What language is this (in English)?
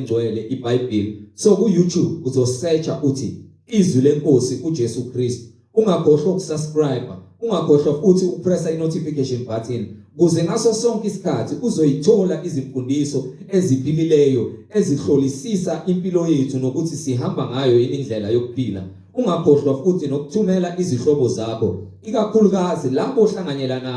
Zulu